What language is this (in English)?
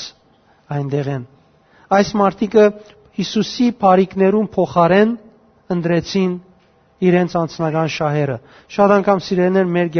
Western Armenian